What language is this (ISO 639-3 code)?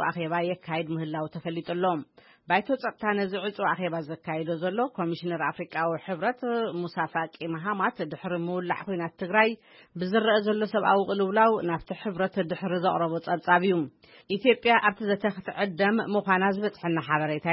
tir